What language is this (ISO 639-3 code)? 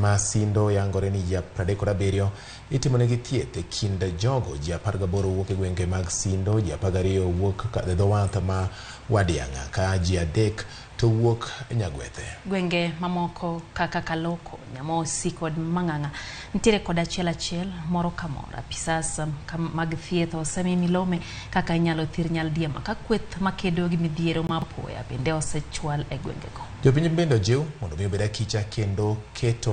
luo